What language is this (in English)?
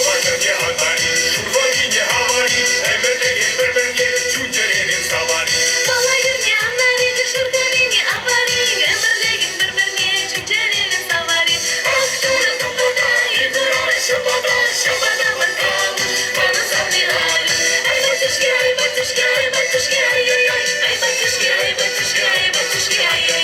Chuvash